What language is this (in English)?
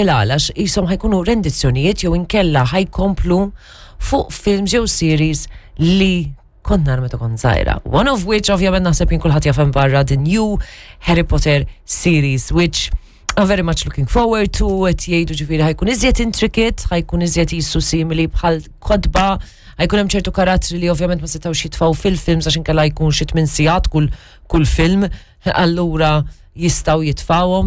Maltese